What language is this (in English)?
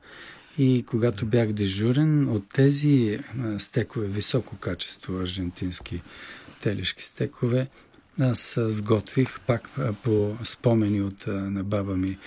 Bulgarian